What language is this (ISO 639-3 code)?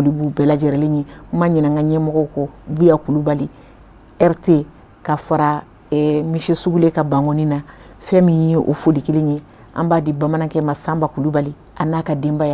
bam